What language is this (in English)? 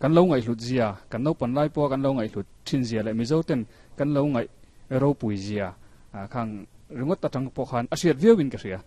Mizo